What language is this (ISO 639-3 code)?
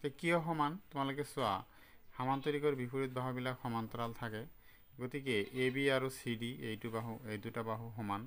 asm